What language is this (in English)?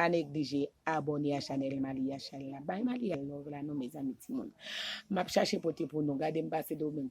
Haitian Creole